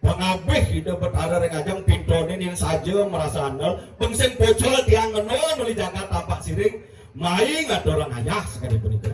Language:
Balinese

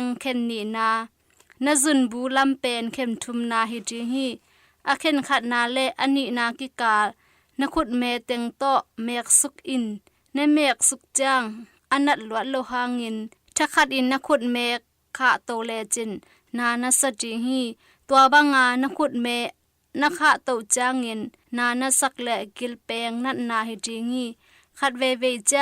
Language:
Tedim Chin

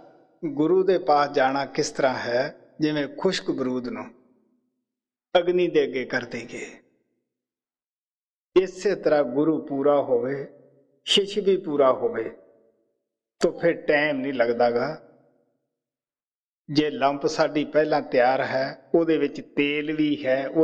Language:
Punjabi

